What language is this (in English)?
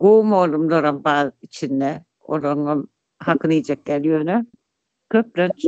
Turkmen